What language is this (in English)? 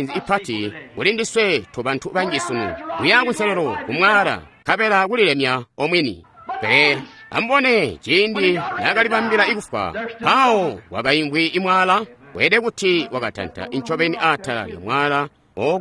Tonga (Zambia)